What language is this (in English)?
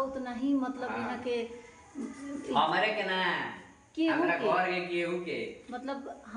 Bhojpuri